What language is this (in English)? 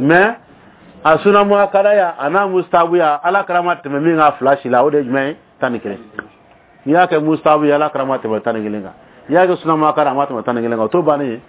Dyula